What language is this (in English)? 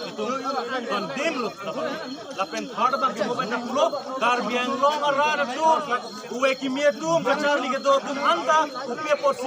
Karbi